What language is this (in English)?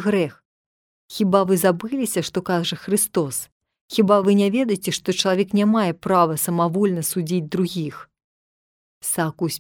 Belarusian